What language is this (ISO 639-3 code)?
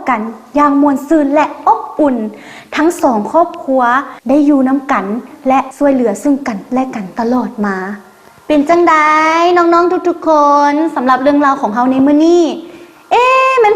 lao